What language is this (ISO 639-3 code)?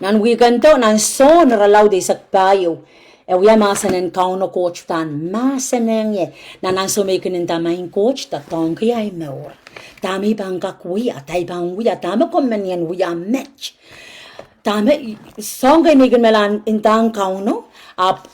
pon